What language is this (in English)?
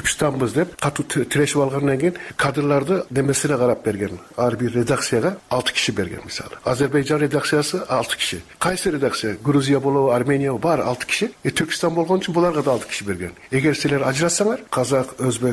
Kyrgyz